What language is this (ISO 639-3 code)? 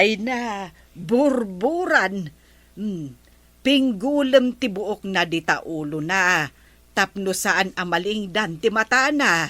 ilo